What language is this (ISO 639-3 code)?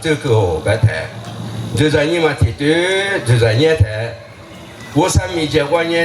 lis